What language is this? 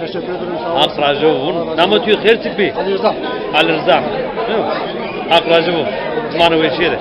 Zaza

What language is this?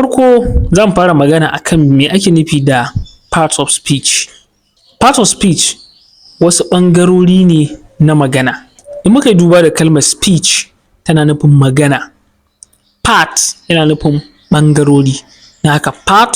Hausa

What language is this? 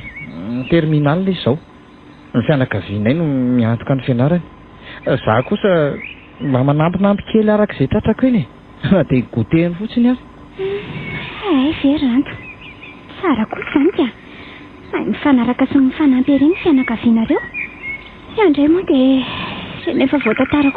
Malagasy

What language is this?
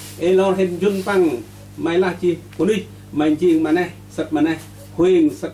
Central Mnong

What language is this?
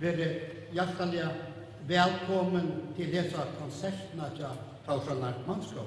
Faroese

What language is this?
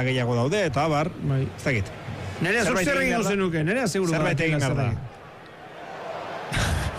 Basque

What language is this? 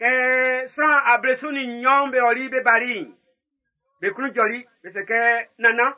Baoulé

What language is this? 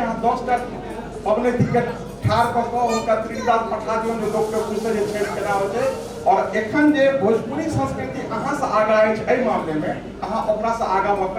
Maithili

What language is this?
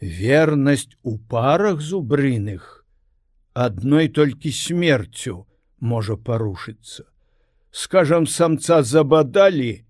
Belarusian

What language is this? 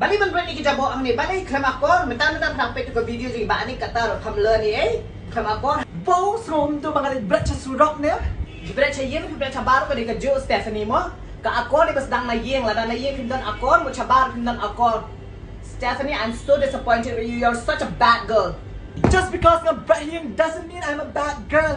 Khasi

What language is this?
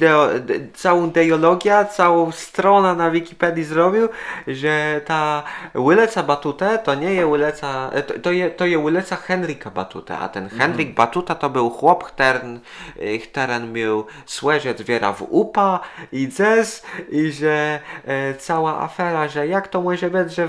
Kashubian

